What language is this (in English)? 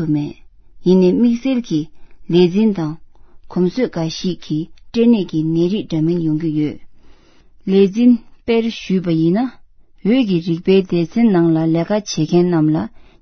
Tibetan